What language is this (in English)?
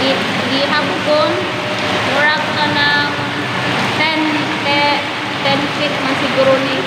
Cebuano